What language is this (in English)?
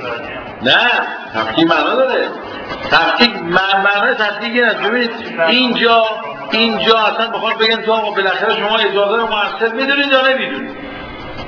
Persian